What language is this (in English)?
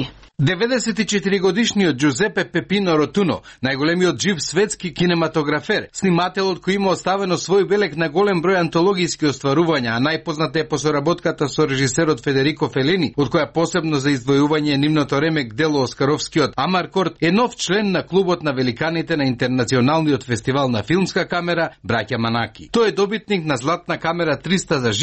Macedonian